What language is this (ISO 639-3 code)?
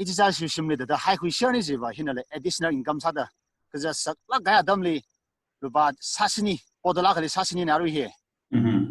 nmf